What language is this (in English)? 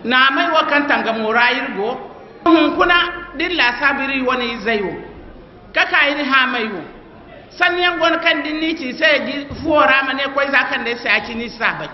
Zarma